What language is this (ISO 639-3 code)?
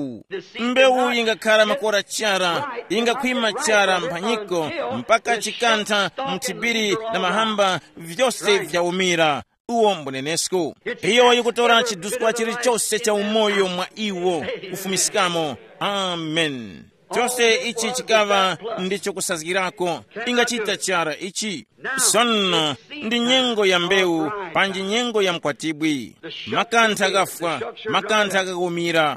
tum